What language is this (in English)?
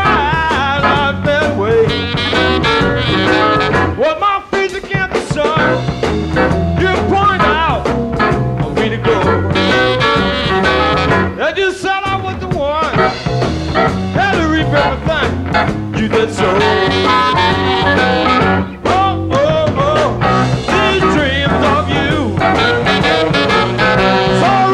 English